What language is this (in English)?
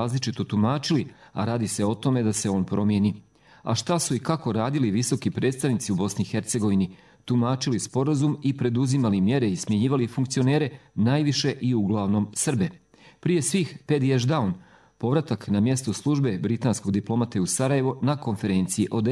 Bosnian